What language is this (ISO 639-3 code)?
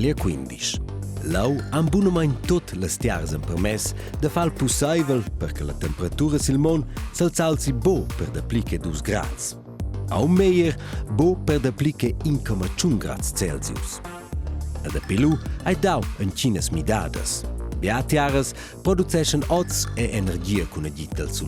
roh